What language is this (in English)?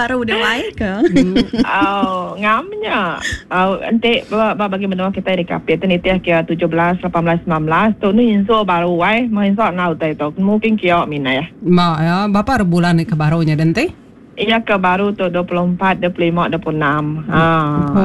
Iban